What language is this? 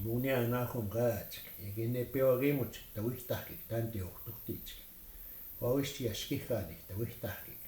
Plains Cree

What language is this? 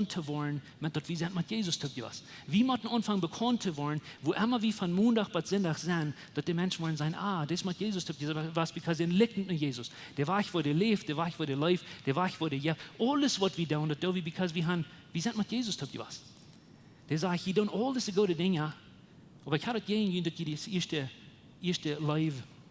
Plautdietsch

